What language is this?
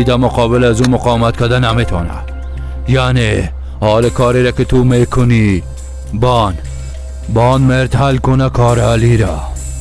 Tajik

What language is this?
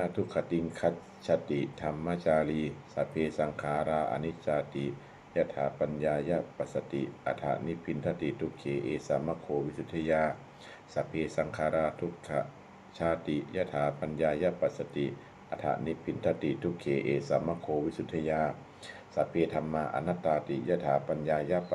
Pali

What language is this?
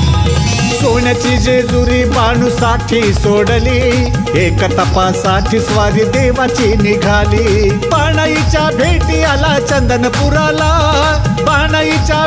Marathi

